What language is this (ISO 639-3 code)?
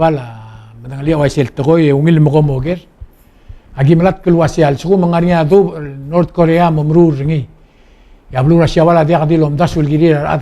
pau